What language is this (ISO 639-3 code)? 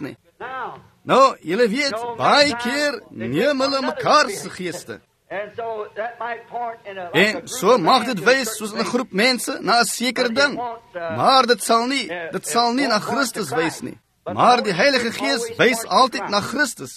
afr